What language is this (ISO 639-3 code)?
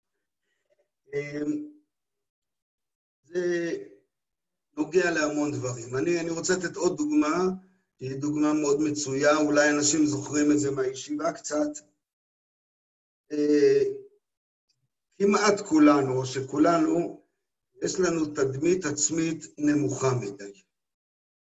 heb